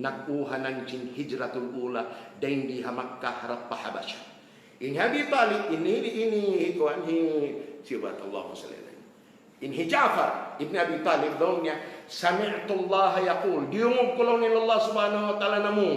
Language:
Tausug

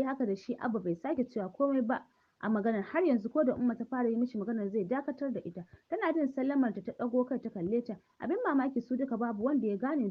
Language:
Hausa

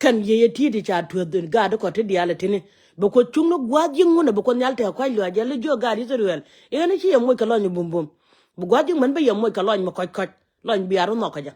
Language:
Nuer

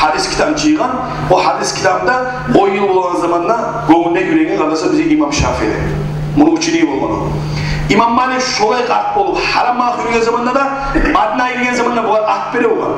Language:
Kumyk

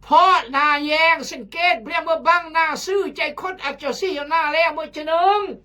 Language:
Khmu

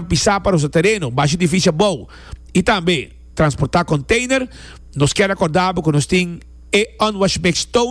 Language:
Papiamento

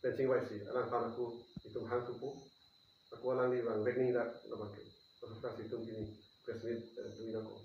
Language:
Karbi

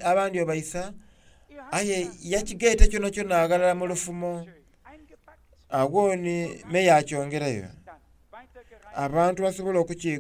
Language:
Soga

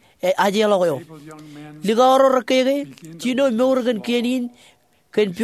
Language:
Marshallese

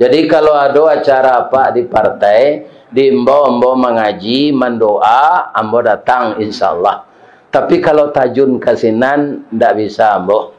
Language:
Minangkabau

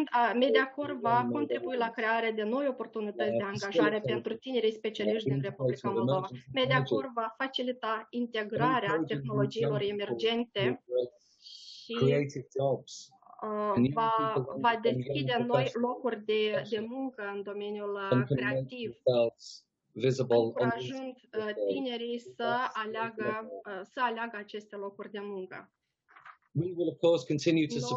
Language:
Romanian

